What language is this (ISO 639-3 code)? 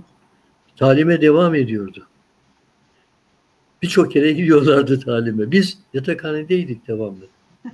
tur